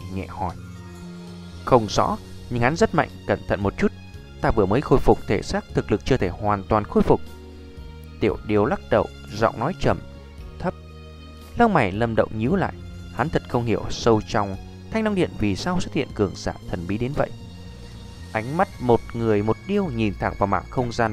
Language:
Vietnamese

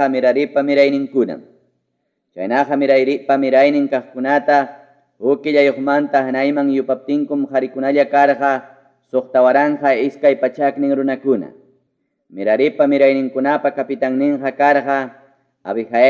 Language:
Ayacucho Quechua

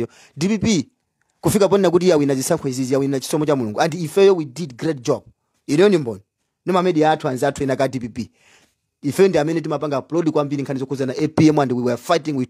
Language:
Nyanja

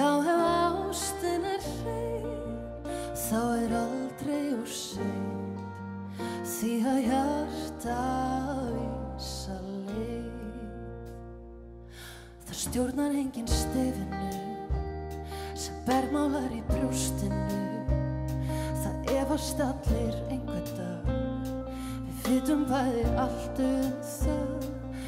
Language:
Icelandic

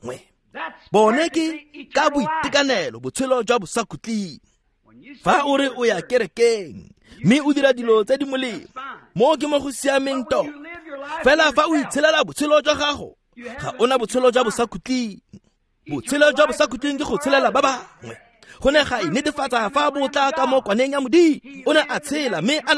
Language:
Tswana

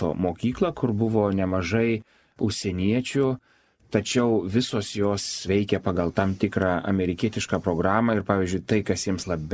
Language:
Lithuanian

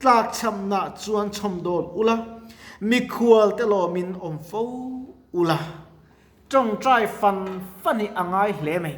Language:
Mizo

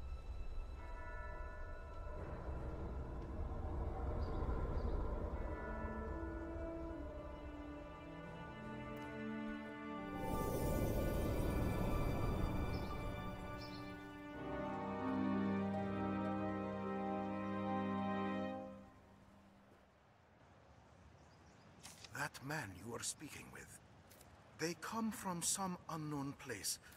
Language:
English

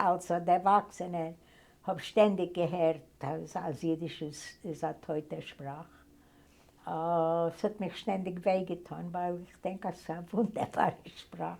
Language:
Yiddish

